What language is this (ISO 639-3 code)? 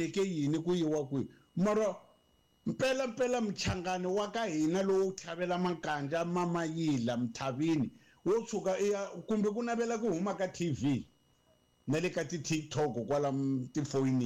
tso